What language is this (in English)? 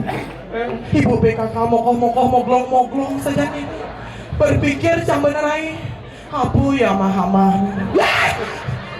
Balinese